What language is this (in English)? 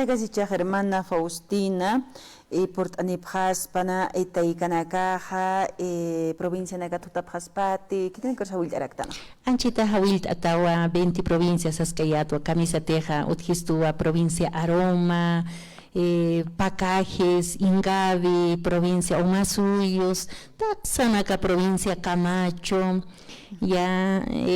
Aymara